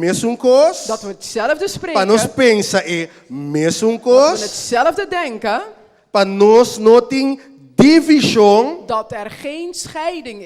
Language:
Papiamento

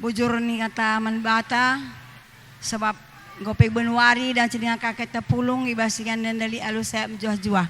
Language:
Batak Karo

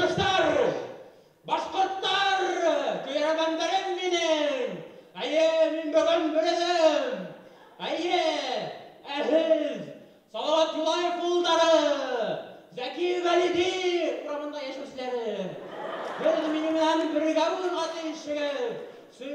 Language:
Bashkir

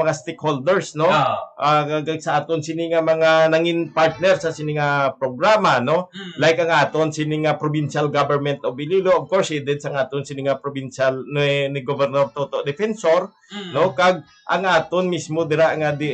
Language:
Hiligaynon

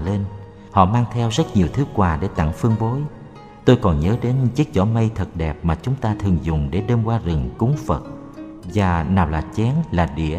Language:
Vietnamese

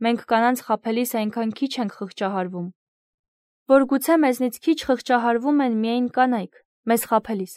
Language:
Armenian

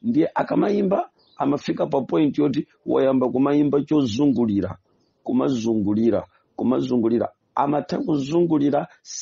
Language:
Nyanja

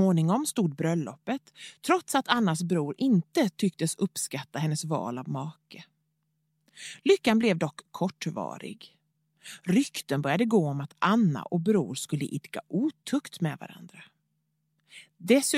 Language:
Swedish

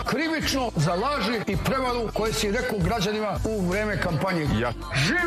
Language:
Serbian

